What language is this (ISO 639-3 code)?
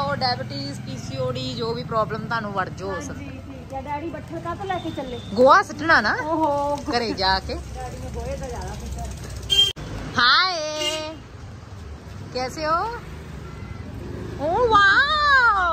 pan